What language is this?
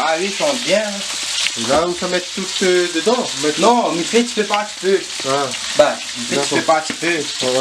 Réunion Creole French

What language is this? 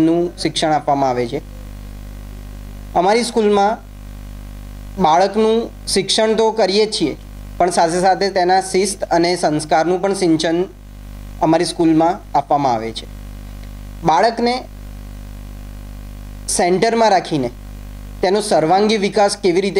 Gujarati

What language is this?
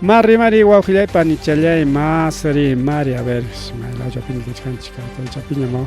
Ayacucho Quechua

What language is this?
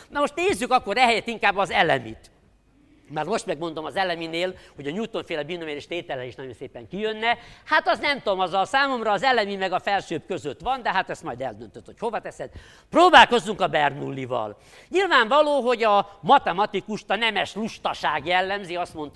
Hungarian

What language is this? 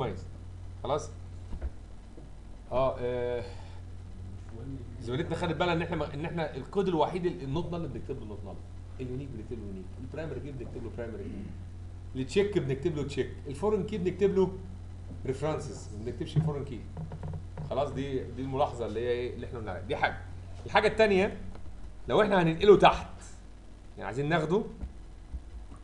Egyptian Arabic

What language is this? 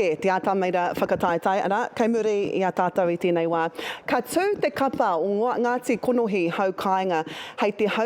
Māori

